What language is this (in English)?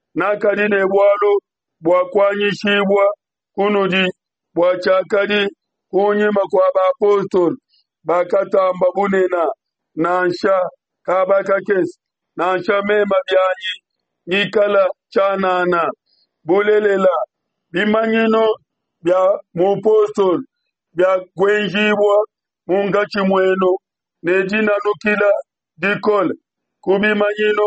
Luba-Lulua